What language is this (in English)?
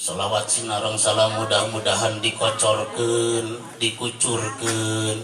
Sundanese